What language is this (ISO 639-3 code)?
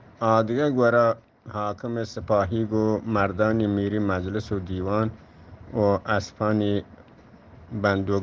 bgp